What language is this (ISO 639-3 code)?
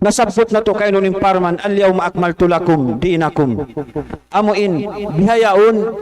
tsg